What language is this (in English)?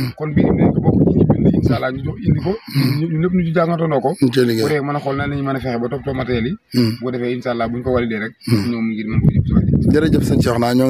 Wolof